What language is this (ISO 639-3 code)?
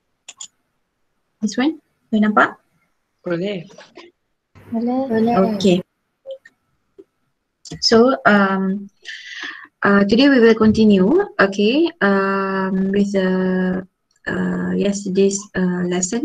msa